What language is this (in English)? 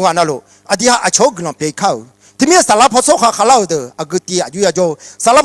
Akha